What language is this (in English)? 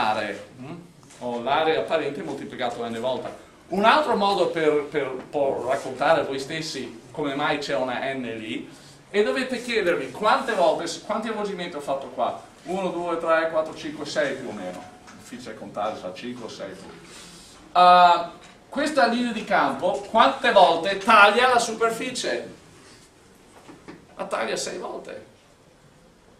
Italian